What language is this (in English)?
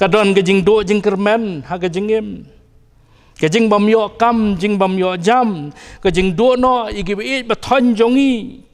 Khasi